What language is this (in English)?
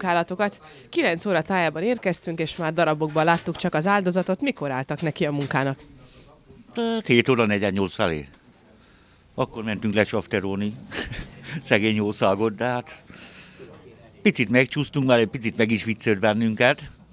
Hungarian